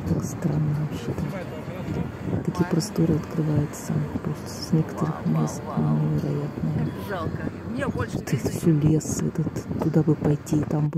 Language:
Russian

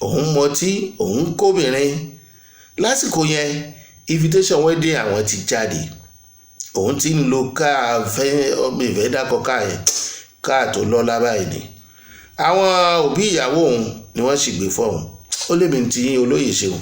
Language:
Yoruba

